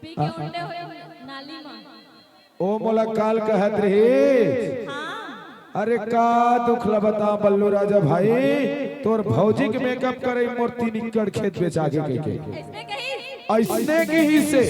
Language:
Chhattisgarhi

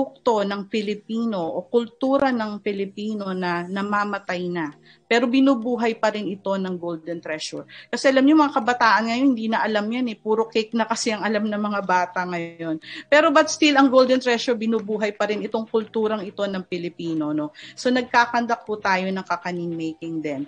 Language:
Filipino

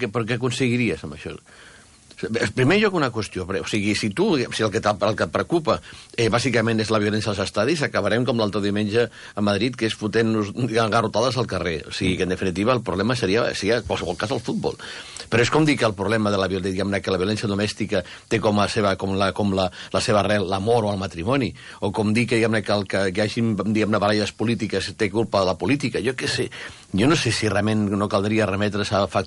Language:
Catalan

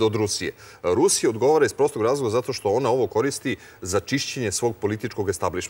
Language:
Serbian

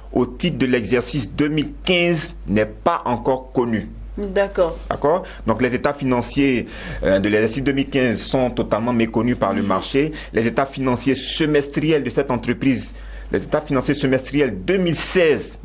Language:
French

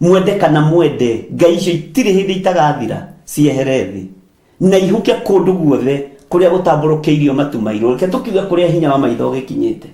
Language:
Kikuyu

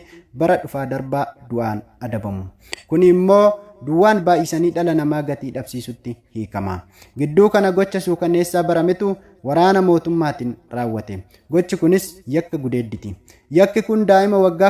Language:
Oromo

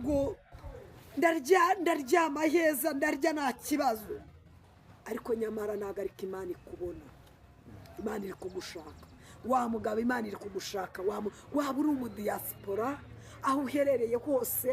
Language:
Kinyarwanda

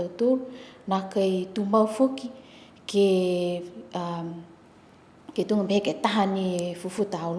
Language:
Niuean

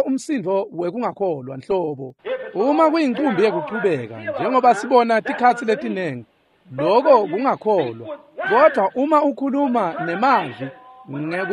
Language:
Swati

